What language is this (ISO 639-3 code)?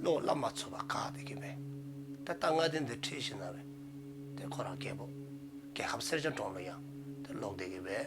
dzo